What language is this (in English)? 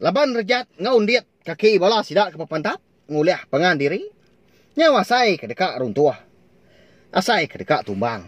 Iban